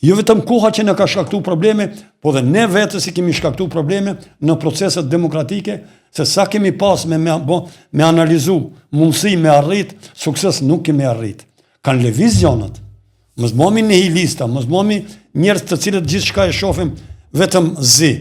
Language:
Albanian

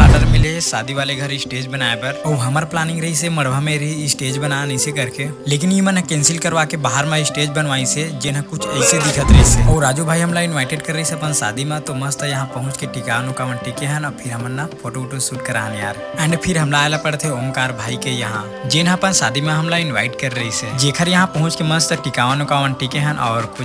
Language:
Chhattisgarhi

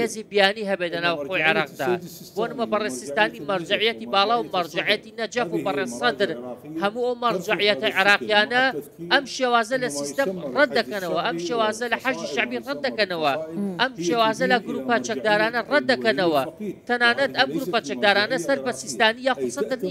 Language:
Central Kurdish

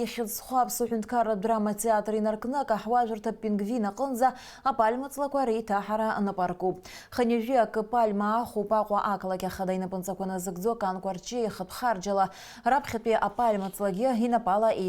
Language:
Abkhazian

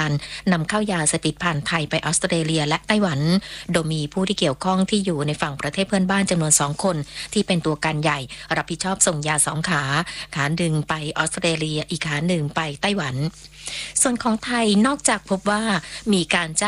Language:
Thai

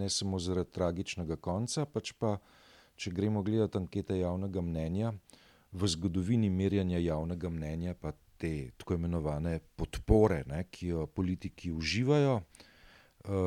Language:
Slovenian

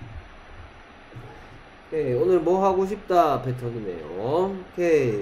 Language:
Korean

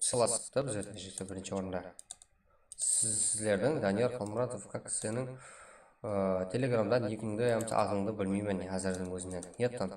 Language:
Kara-Kalpak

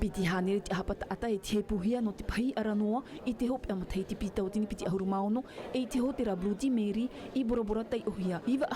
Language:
Tahitian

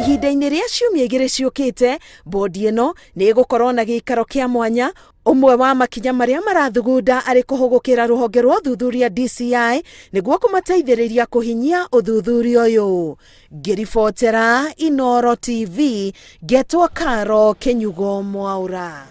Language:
Kikuyu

